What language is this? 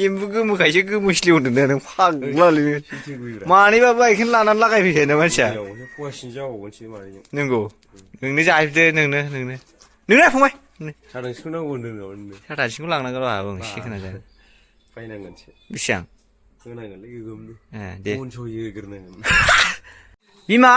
Bodo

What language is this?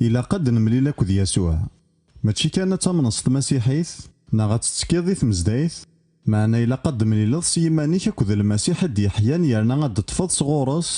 Kabyle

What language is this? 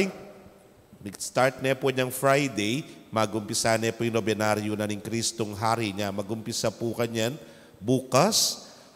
Pampanga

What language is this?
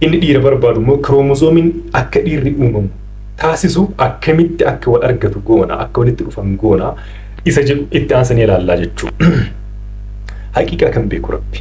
Oromo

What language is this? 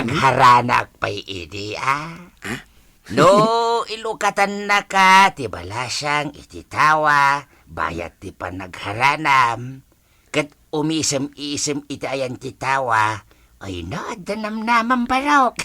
Iloko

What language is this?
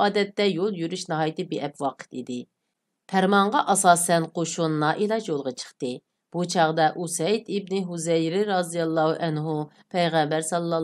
Uyghur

